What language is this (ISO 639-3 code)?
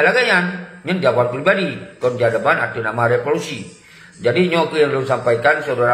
ace